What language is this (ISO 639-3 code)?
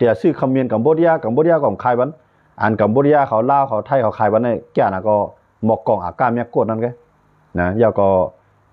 shn